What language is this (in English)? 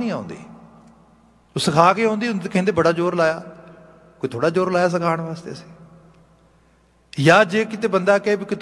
Punjabi